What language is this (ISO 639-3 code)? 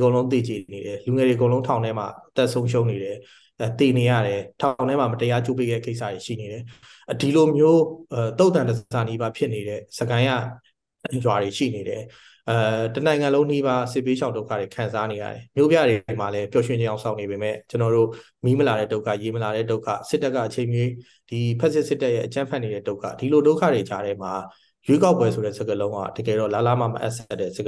mya